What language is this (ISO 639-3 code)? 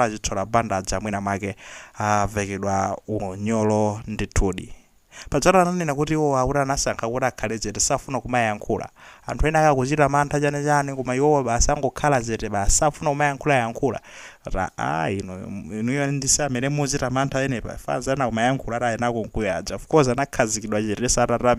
nya